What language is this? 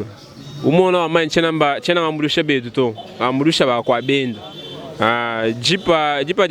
Luba-Lulua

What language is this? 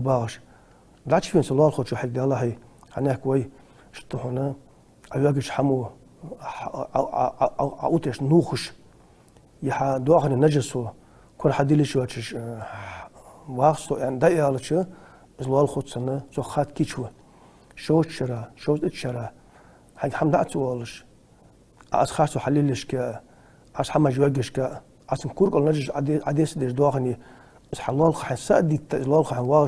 Ingush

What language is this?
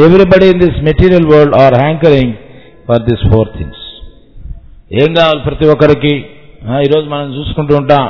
Telugu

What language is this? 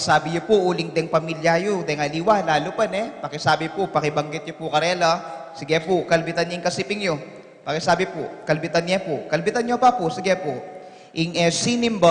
Pampanga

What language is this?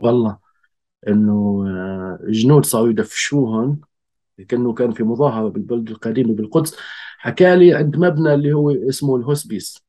North Levantine Arabic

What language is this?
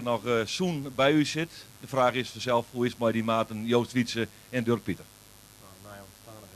Western Frisian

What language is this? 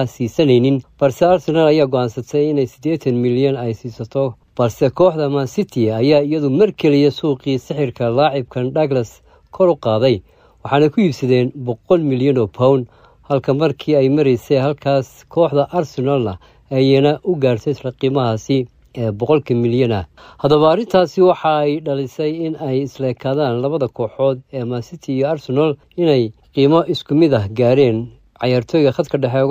Somali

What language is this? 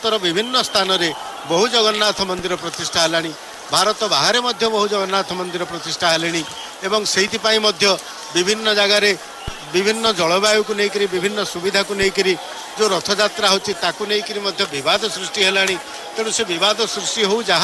Odia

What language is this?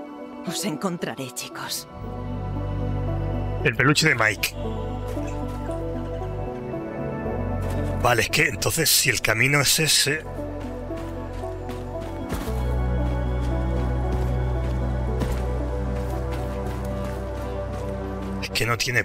Spanish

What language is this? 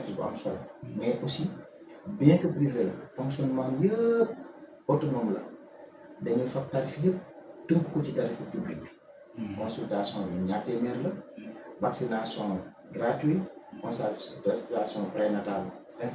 Wolof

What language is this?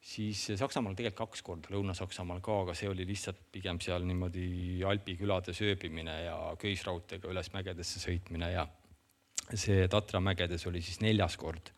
Estonian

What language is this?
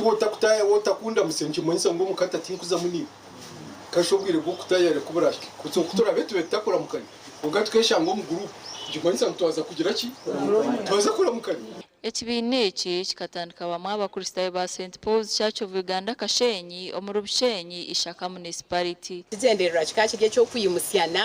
Nyankole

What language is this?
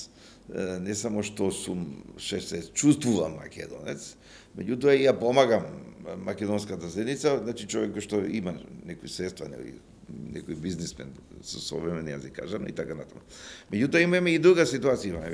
Macedonian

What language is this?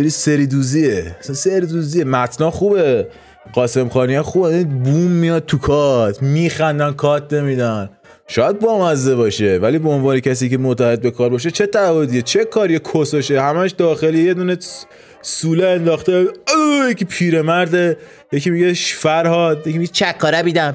Persian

